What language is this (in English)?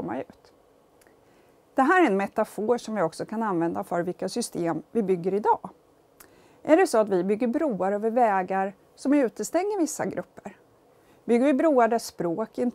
Swedish